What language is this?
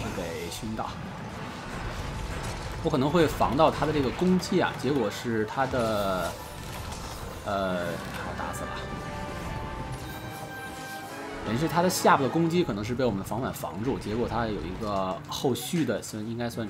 Chinese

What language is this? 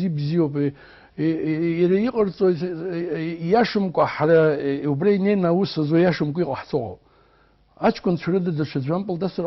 Abkhazian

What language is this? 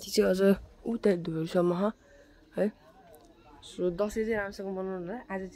Nepali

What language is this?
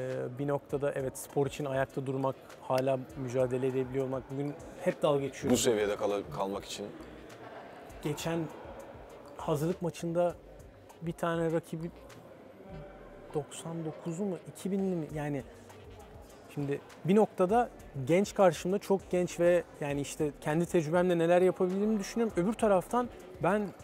Turkish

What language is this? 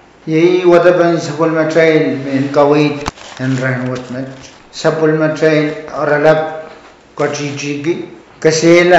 Pohnpeian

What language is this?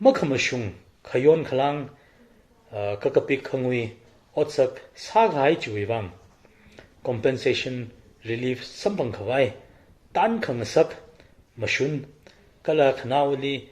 Tangkhul Naga (India)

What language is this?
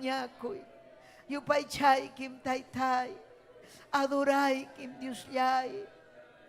Ayacucho Quechua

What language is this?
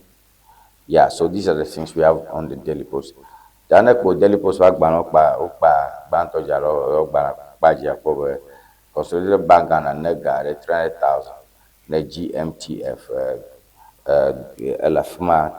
Ewe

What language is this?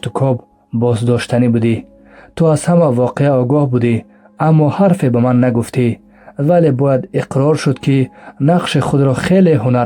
Tajik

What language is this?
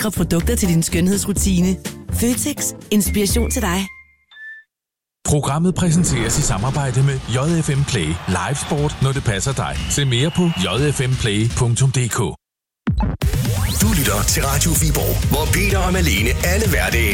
Danish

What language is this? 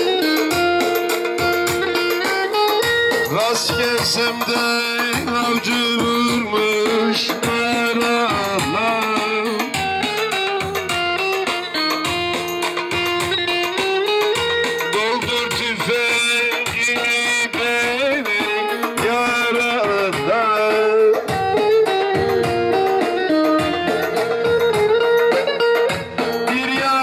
Turkish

